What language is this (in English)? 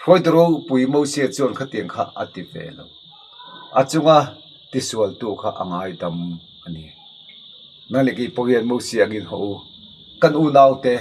Mizo